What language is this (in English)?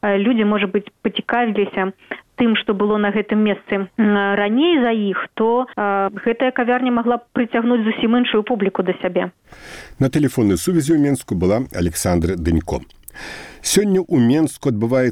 Belarusian